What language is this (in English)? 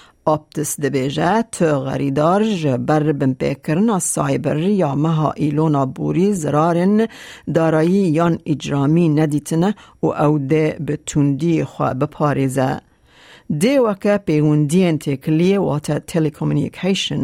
Kurdish